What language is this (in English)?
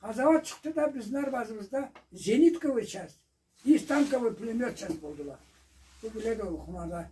Karachay-Balkar